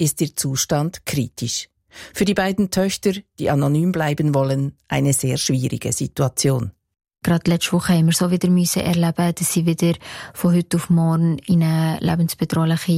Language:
German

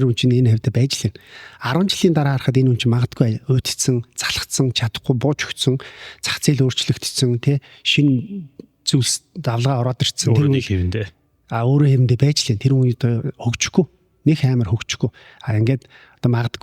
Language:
Mongolian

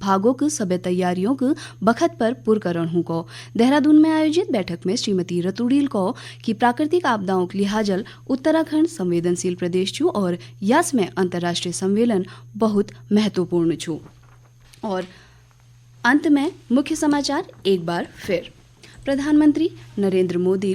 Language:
Garhwali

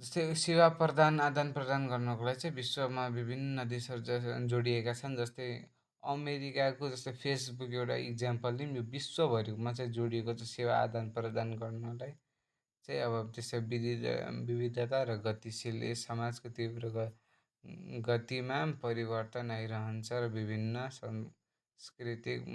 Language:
Nepali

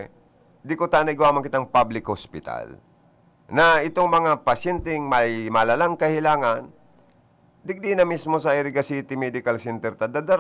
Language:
Bikol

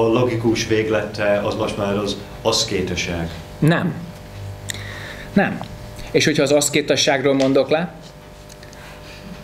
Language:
Hungarian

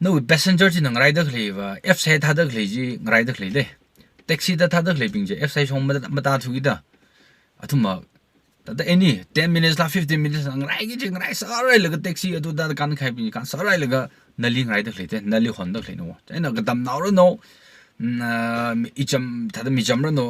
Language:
Tangkhul Naga (India)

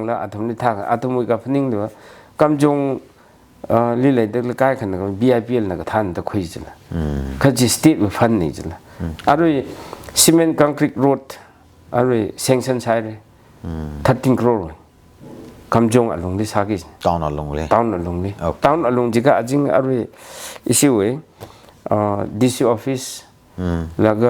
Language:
Tangkhul Naga (India)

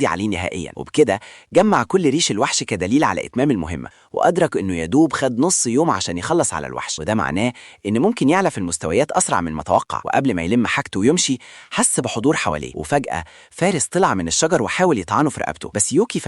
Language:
Egyptian Arabic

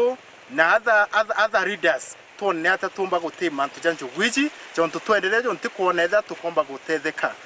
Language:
Meru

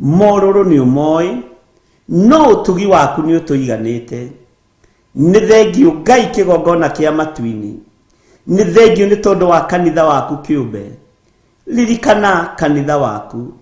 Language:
Kikuyu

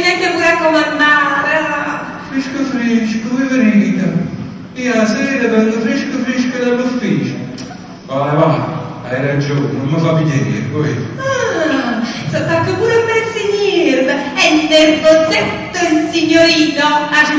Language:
Neapolitan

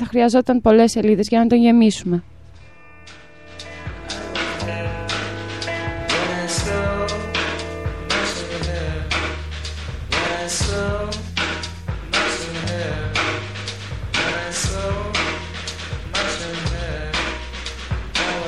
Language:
Greek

